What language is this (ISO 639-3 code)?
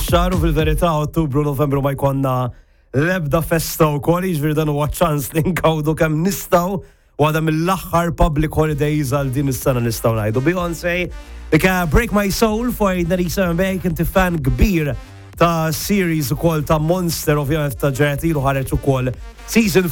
mlt